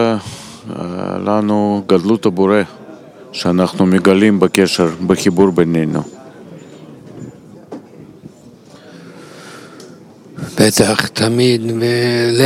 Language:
Hebrew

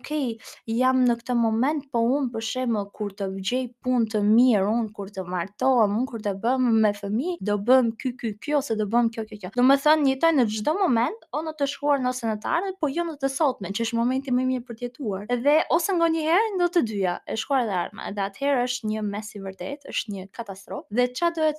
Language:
Albanian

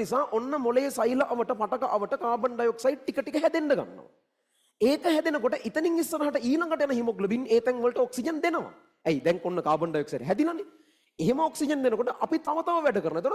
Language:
Sinhala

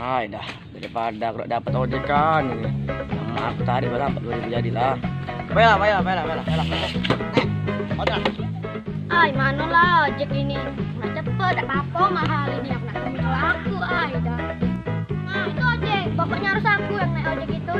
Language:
Musi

